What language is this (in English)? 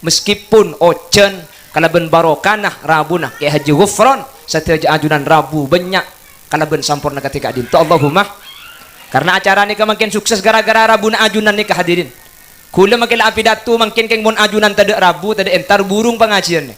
Madurese